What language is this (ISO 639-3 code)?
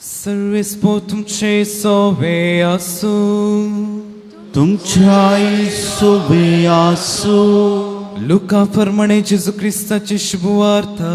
kok